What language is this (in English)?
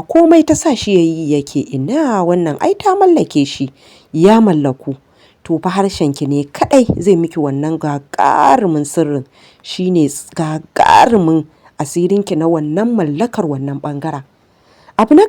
Hausa